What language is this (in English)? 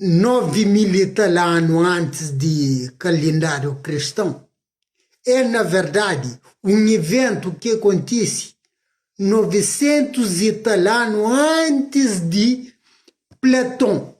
Kabuverdianu